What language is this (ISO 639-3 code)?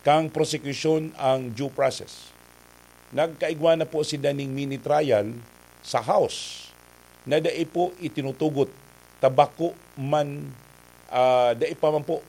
bik